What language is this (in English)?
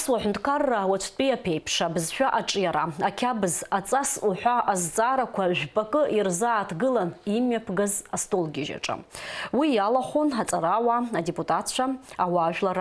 Abkhazian